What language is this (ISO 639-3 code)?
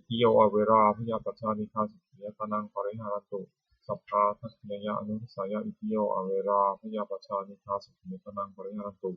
pli